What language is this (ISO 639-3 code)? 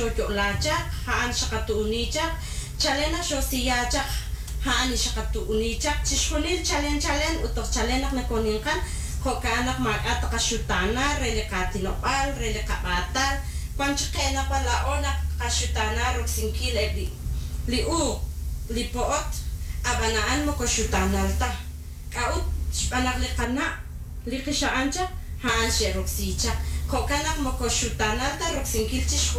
kek